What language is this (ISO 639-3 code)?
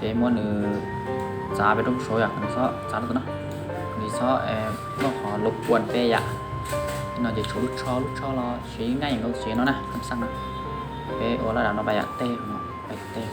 hmn